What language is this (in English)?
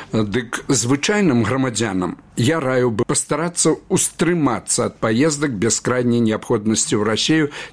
Belarusian